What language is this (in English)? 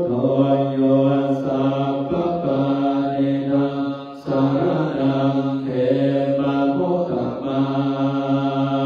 Pali